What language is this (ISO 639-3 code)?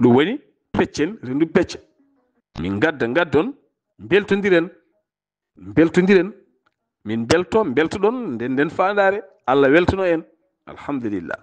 ful